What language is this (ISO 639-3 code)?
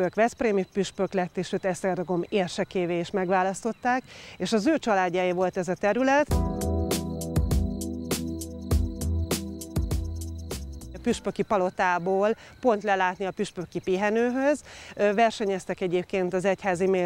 hun